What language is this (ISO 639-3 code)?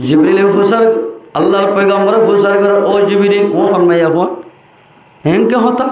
rhg